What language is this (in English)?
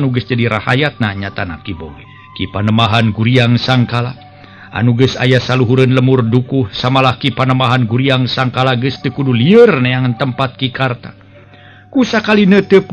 Sundanese